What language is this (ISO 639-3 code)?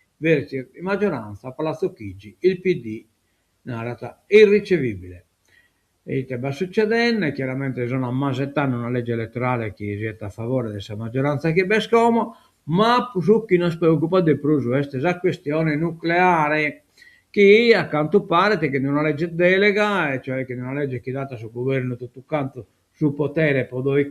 srd